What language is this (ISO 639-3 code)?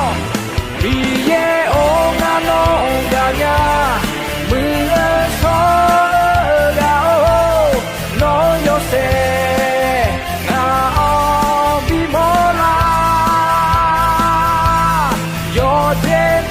ahk